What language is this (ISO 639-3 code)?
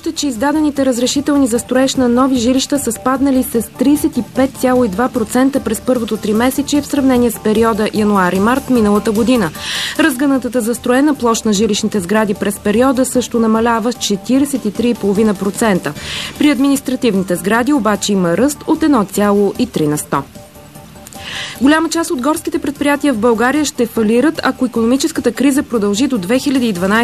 bul